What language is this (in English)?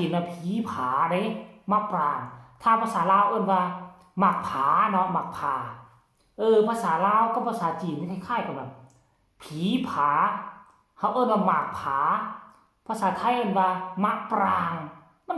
Northeastern Thai